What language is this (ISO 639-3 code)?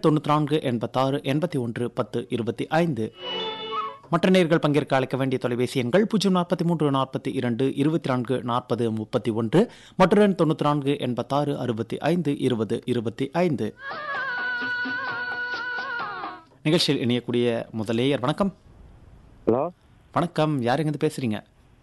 tam